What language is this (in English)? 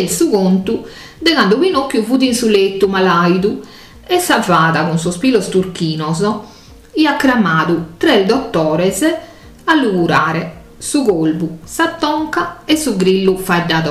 Sardinian